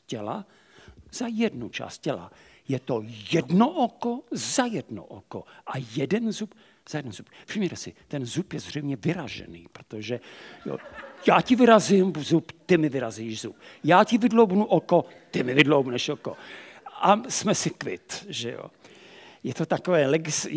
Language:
Czech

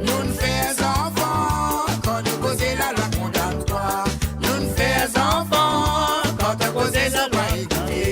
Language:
Morisyen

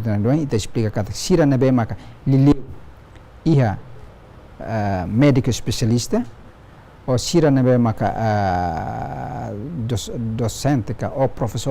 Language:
Tetum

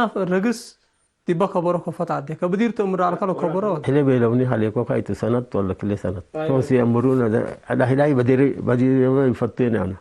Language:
Tigre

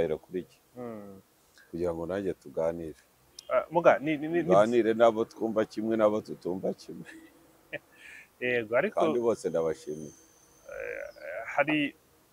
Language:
Kinyarwanda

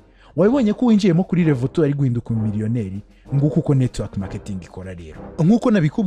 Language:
Kinyarwanda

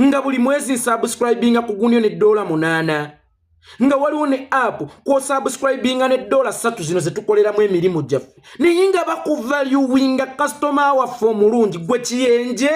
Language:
Ganda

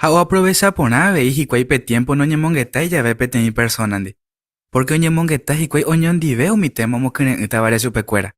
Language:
Guarani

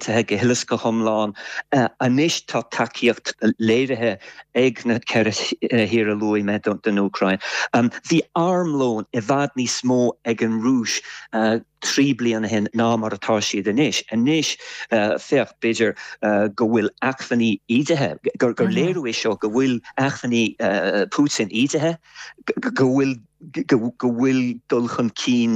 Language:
Irish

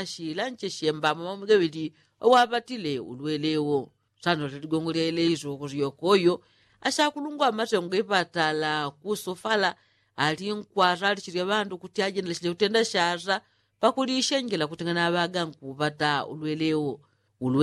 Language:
Yao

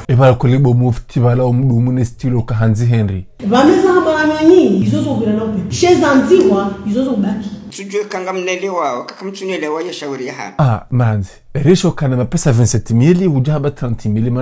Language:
Ngazidja Comorian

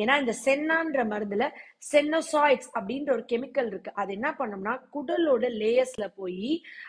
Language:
Tamil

